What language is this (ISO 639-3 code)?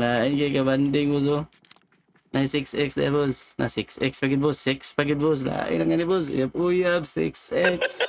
ceb